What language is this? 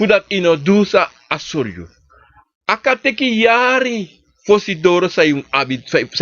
Sranan Tongo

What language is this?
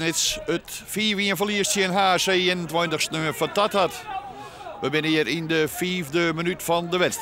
Western Frisian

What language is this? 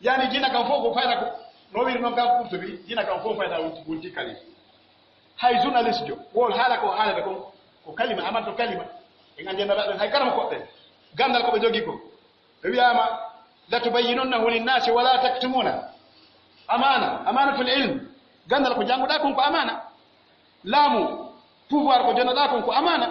Pular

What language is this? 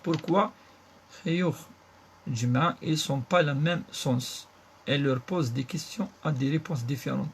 Kabyle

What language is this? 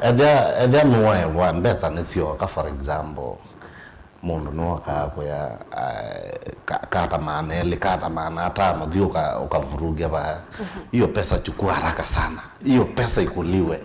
Kamba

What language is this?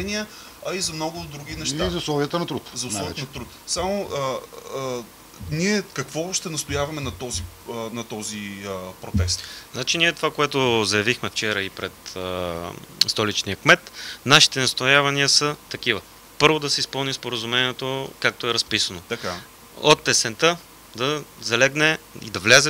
Bulgarian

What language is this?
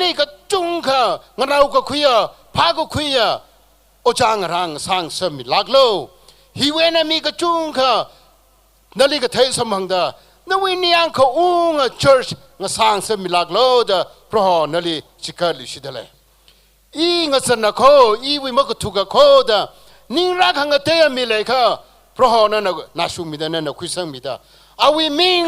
Tangkhul Naga (India)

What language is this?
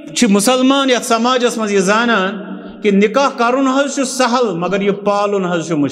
Kashmiri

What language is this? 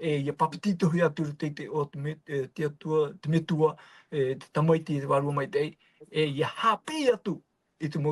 Tahitian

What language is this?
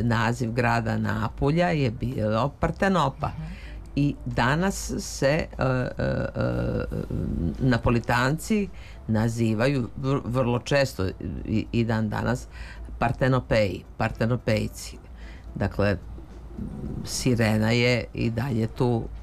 Serbian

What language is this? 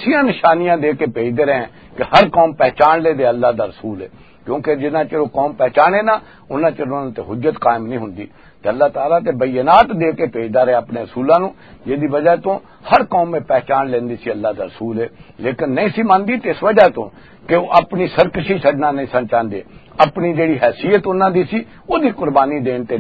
Western Panjabi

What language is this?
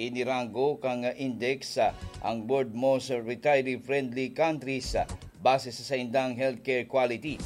Bikol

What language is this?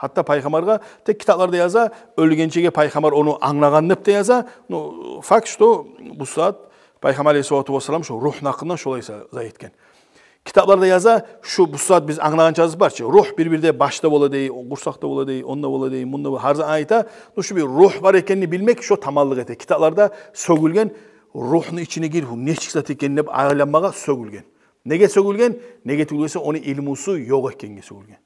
Kumyk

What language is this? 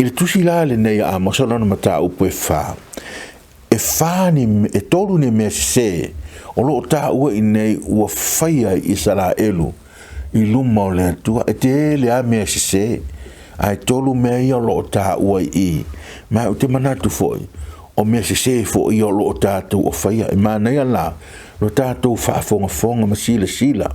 Samoan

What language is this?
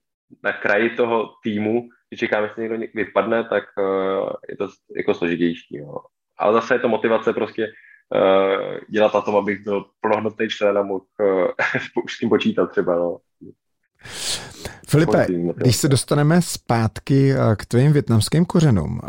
Czech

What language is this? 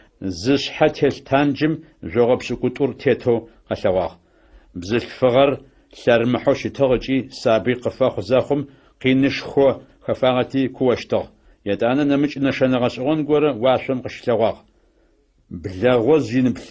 Adyghe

